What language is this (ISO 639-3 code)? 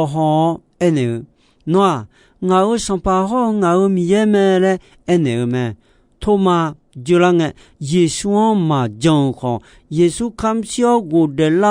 ahk